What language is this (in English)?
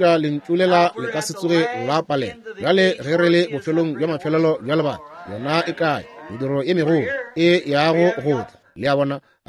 Northern Sotho